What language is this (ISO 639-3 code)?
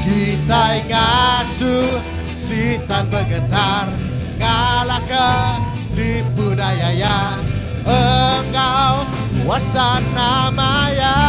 iba